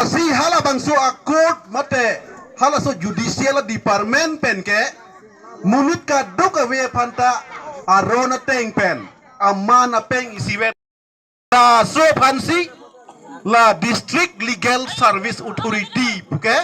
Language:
Karbi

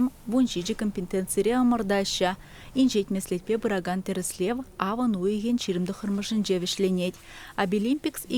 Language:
Chuvash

